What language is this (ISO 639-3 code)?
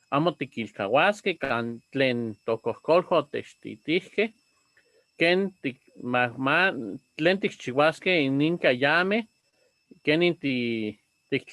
nhe